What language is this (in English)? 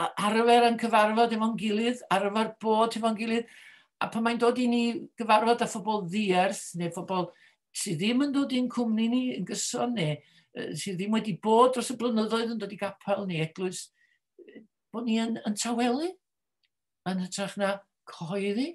Welsh